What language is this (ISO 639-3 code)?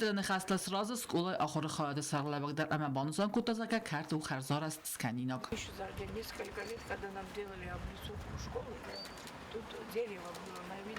oss